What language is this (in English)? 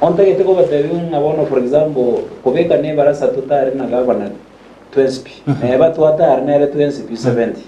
Gusii